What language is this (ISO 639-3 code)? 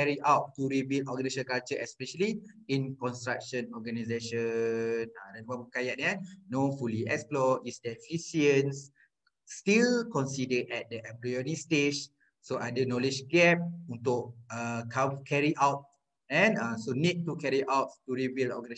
msa